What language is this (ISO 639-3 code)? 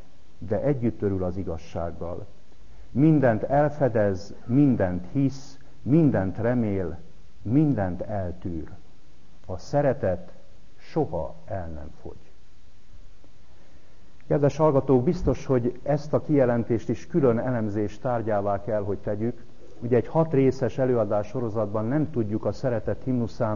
hun